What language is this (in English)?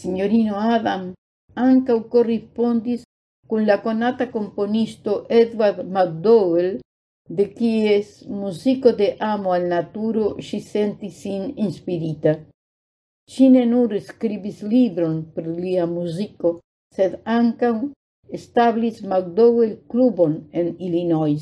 Esperanto